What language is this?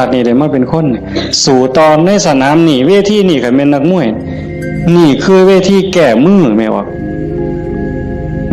Northeastern Thai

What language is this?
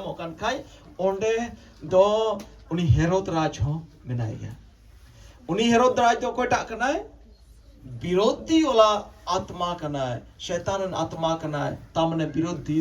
Santali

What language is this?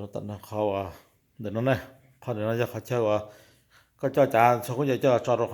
Hmong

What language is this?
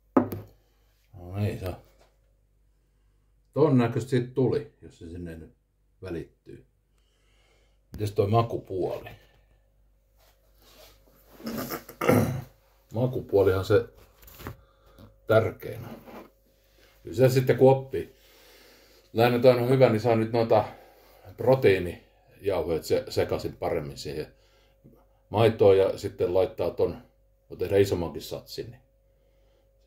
Finnish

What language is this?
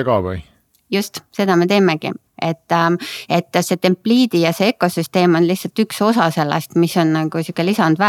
Estonian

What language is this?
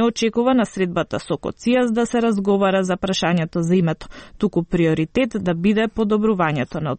Macedonian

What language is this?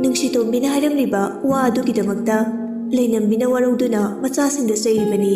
Manipuri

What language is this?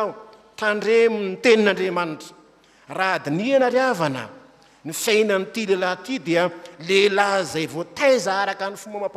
Malagasy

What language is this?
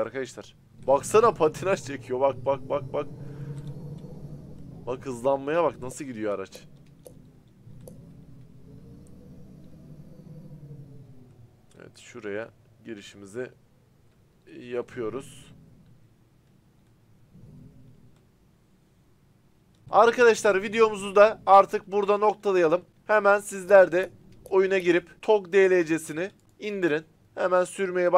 Turkish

